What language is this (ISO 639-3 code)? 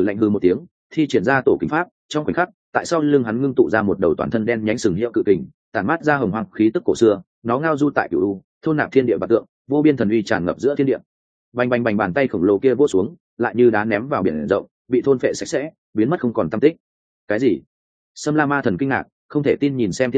vie